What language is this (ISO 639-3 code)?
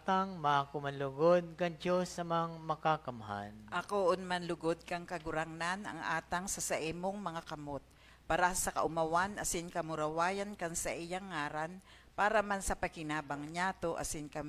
bik